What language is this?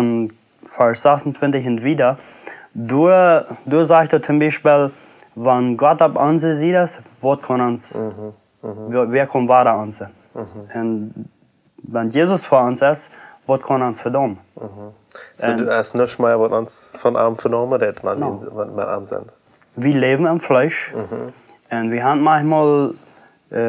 Plautdietsch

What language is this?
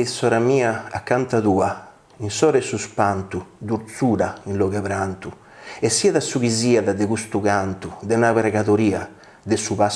Sardinian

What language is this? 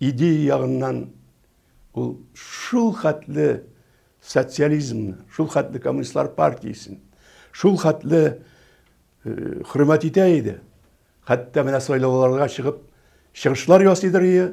Tatar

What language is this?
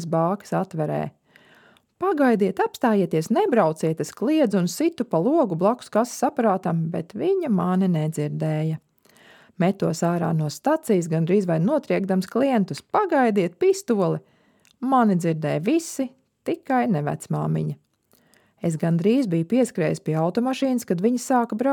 Latvian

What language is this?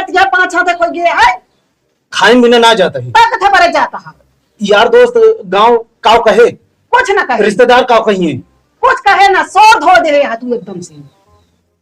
Awadhi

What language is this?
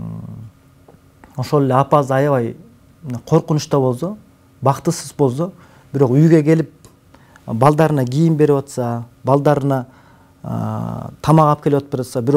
Kyrgyz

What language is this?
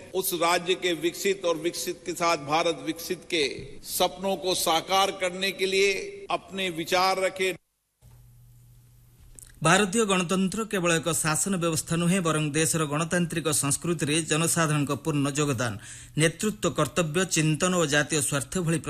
Odia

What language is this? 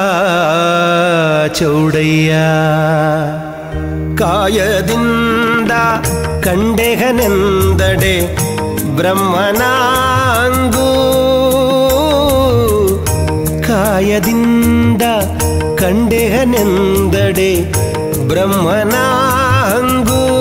Kannada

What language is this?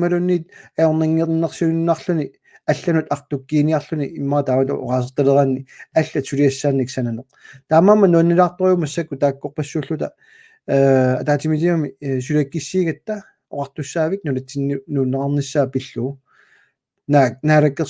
Kalaallisut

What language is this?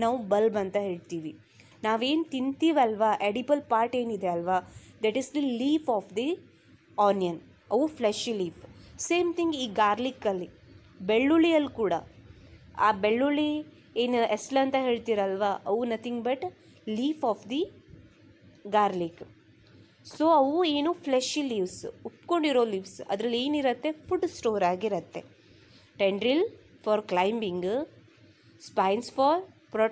Kannada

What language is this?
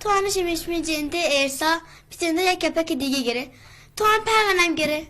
Baluchi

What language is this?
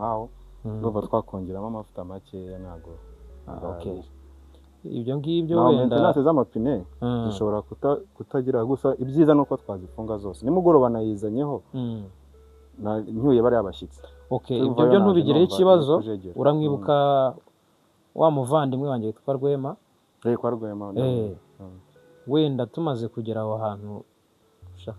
Kinyarwanda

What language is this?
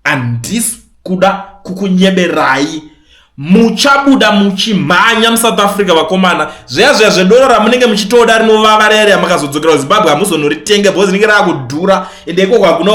Shona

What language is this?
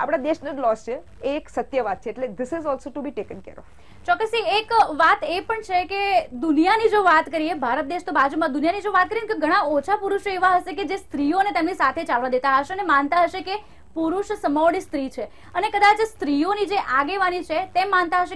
Gujarati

